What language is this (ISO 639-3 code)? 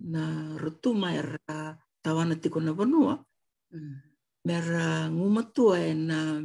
fij